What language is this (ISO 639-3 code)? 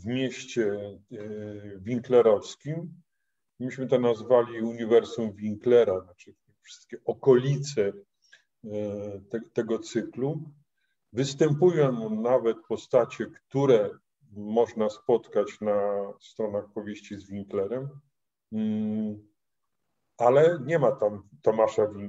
pol